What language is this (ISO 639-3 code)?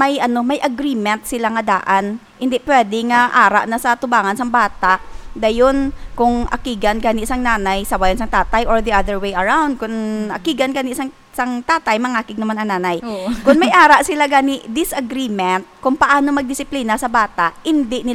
hil